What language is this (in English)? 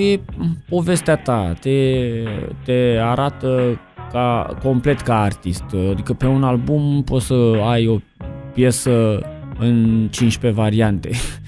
Romanian